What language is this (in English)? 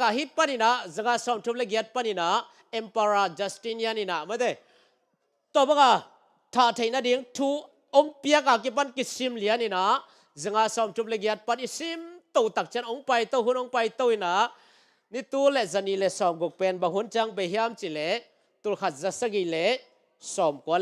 Tedim Chin